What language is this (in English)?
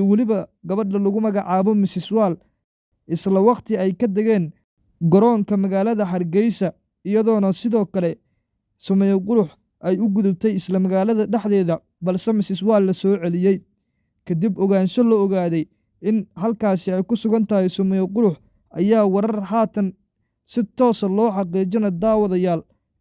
Somali